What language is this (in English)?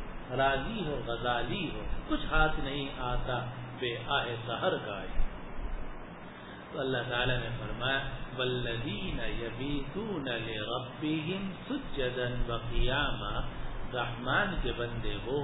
Urdu